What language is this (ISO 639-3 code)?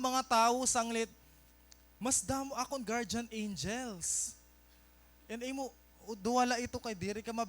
war